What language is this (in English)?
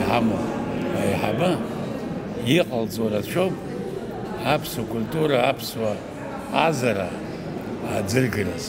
Abkhazian